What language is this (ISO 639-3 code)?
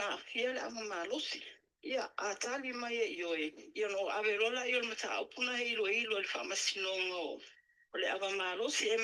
smo